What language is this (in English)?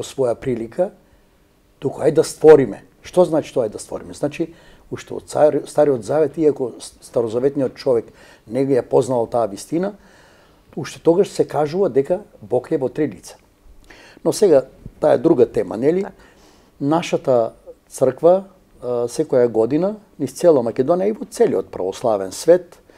Macedonian